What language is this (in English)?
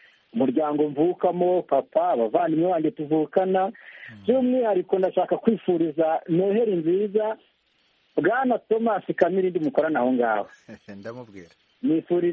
Kinyarwanda